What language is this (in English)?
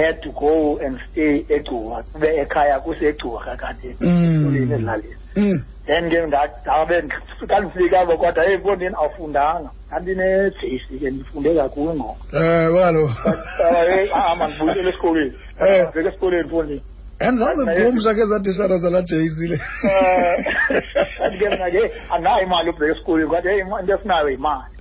Xhosa